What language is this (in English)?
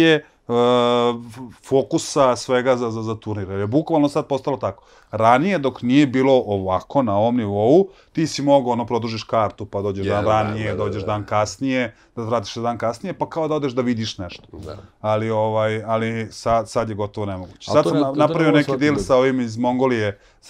Serbian